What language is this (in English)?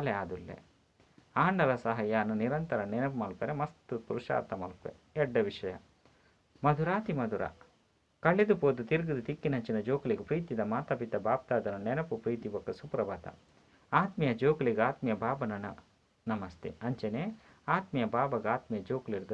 Tulu